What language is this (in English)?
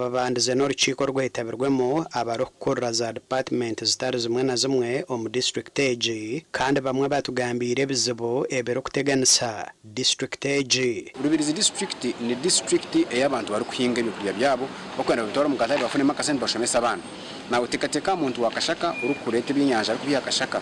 Nyankole